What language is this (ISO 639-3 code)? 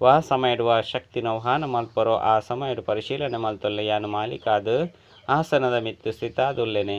tcy